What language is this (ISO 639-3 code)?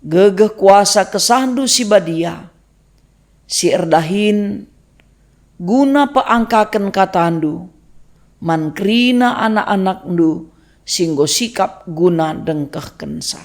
btx